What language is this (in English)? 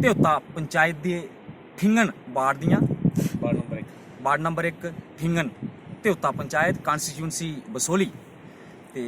Dogri